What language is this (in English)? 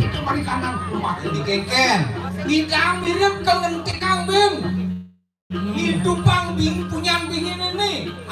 Balinese